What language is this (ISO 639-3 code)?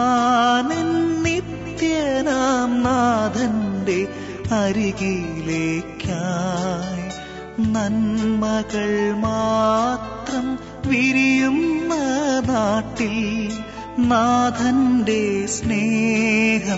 mal